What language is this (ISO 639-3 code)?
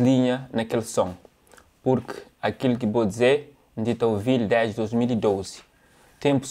kea